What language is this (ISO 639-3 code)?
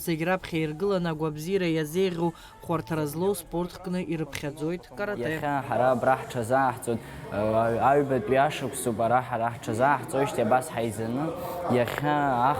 abk